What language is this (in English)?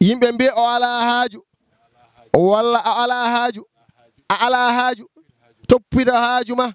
Fula